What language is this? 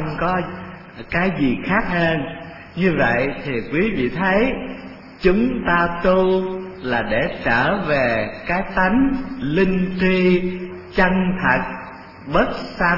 Vietnamese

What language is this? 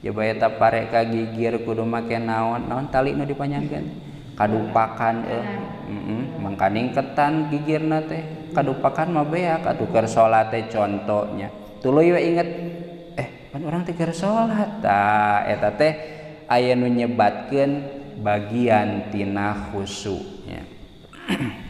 Sundanese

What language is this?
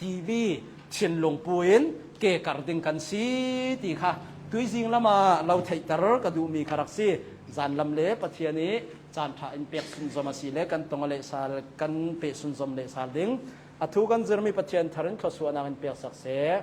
Hakha Chin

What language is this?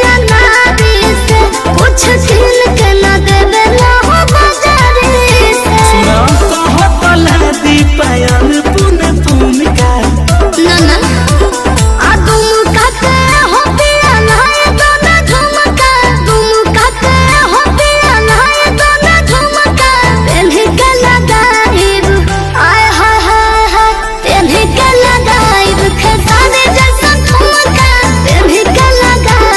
Bhojpuri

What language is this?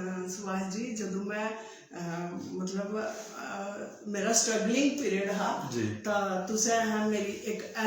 Dogri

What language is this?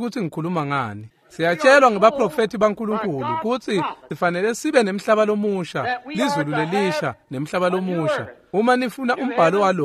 Swati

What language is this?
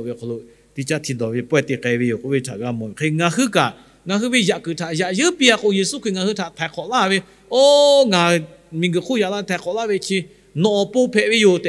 Lahu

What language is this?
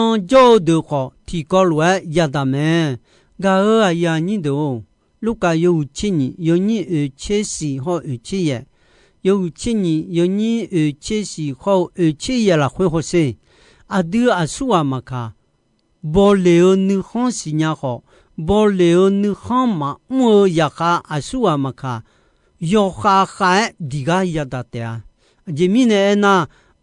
Akha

